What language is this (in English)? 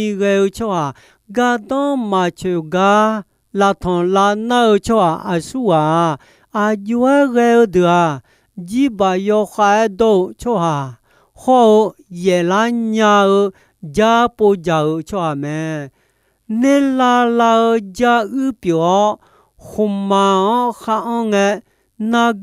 Akha